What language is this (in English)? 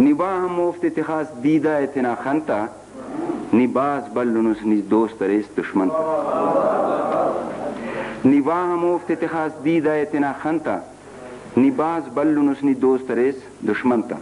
Brahui